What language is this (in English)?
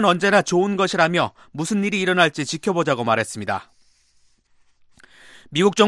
Korean